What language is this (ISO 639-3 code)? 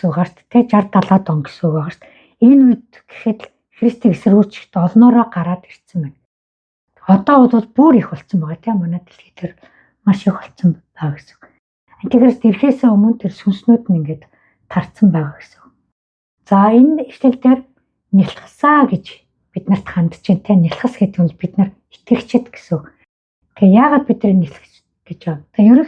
mon